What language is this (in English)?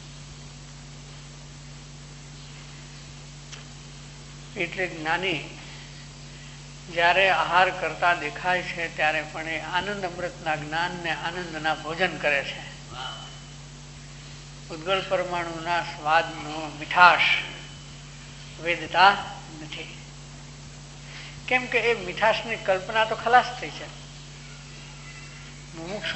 Gujarati